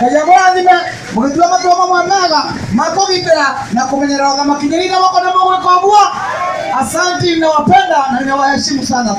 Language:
Kikuyu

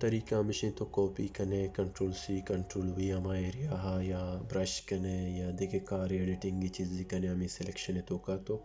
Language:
Baluchi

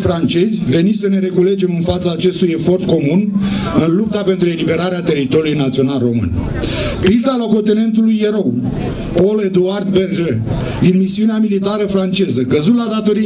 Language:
Romanian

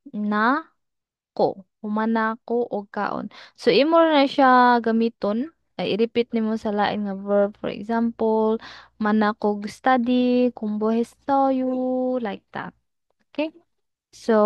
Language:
Cebuano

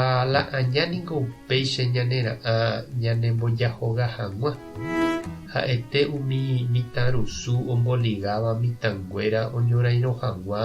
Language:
Guarani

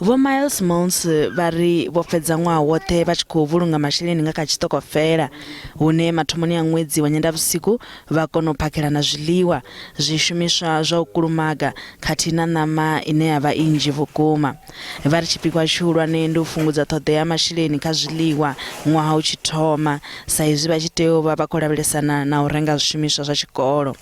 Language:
Venda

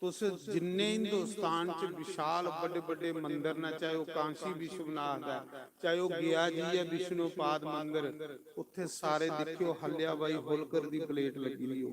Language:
Dogri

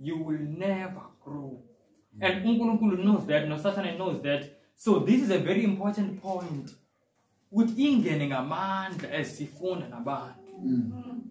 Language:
Zulu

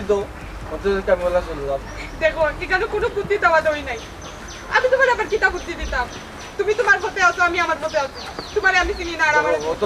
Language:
Sylheti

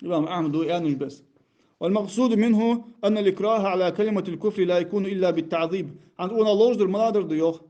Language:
Ingush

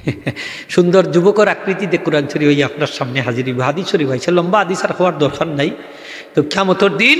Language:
Sylheti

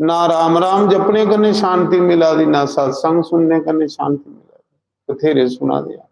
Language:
Dogri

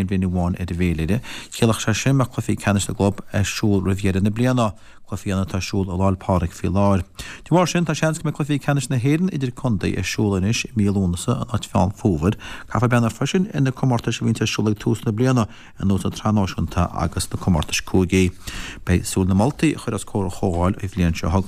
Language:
Irish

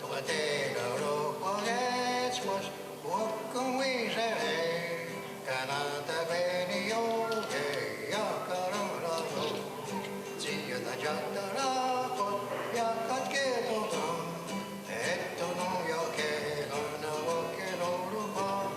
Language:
Mohawk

